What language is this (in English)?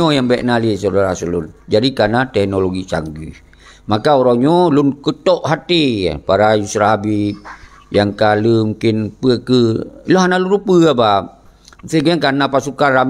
Achinese